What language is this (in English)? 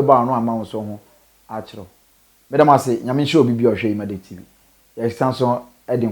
Akan